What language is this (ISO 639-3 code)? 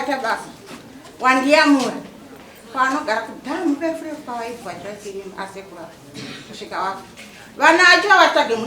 sna